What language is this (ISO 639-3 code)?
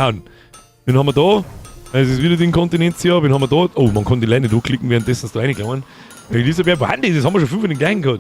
bar